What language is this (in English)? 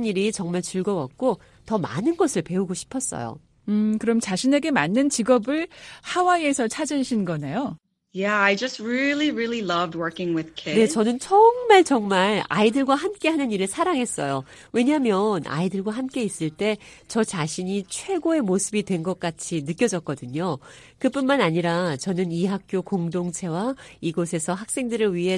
Korean